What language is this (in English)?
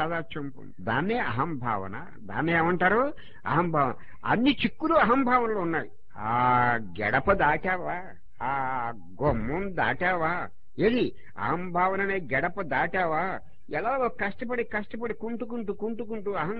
Telugu